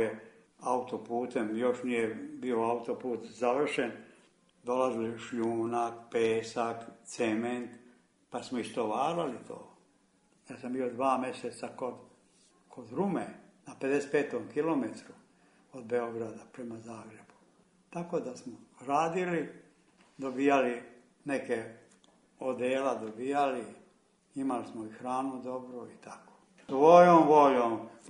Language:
Serbian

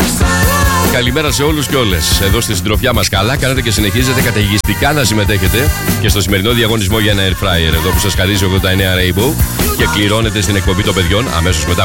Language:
Greek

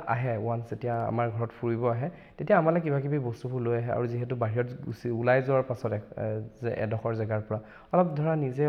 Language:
Assamese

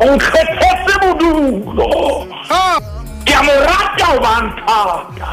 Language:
Southern Sotho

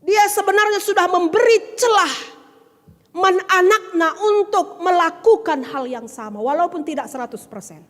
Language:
Batak Karo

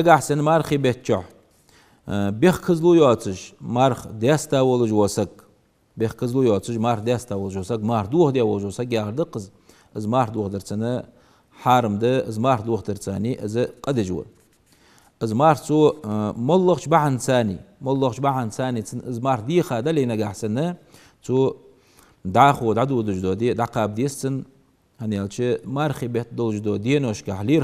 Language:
Ingush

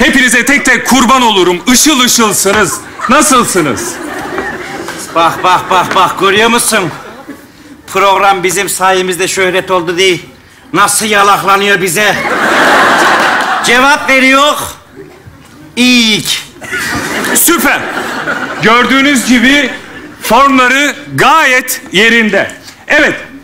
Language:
Turkish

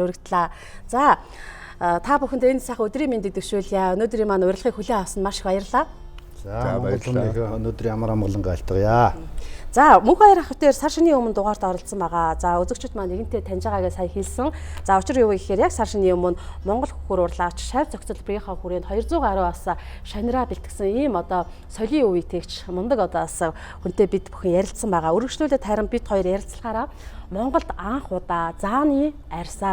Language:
Mongolian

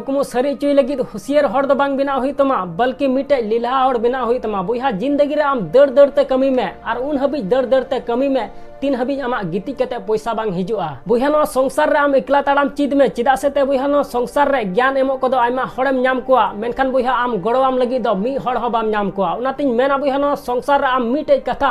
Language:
Santali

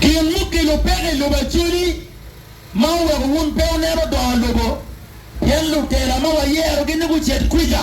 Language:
Acoli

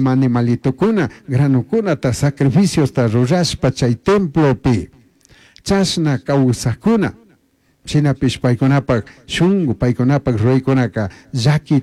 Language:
Chimborazo Highland Quichua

